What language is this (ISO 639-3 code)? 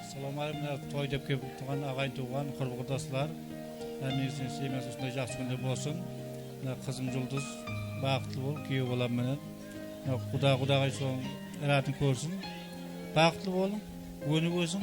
kaa